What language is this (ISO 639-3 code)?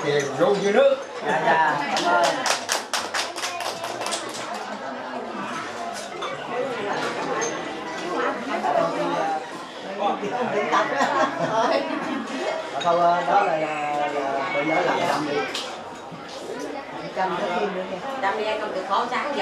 vie